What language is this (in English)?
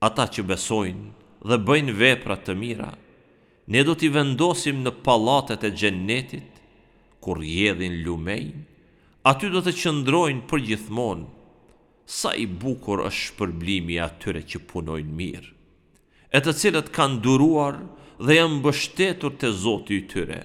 Albanian